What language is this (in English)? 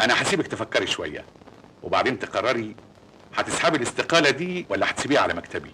Egyptian Arabic